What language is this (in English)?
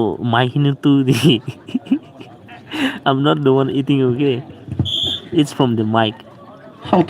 Poumei Naga